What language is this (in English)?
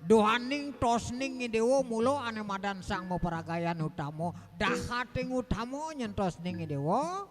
Balinese